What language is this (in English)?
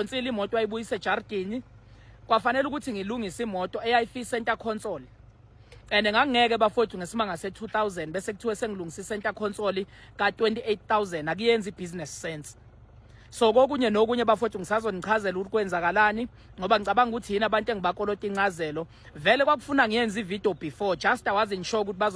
Zulu